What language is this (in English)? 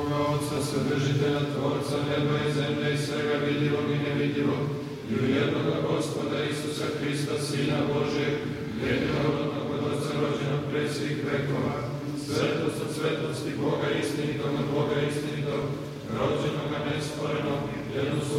Serbian